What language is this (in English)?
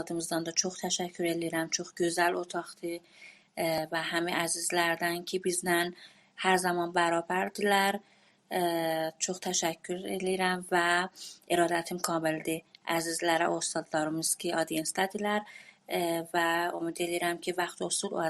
South Azerbaijani